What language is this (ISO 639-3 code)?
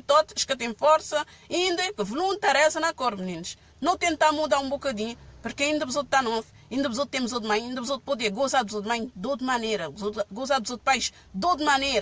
kea